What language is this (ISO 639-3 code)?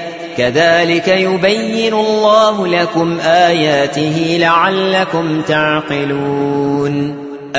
ara